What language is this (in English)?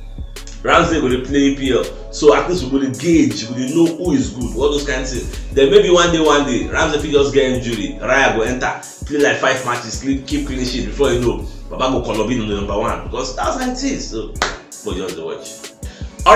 Nigerian Pidgin